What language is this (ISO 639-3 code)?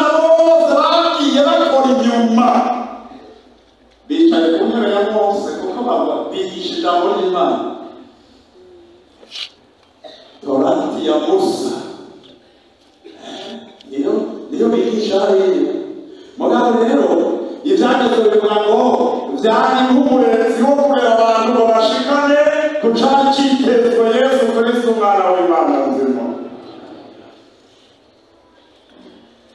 run